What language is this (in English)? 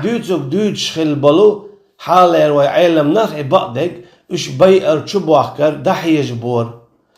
Chechen